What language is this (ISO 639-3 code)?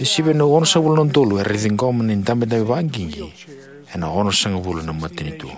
fij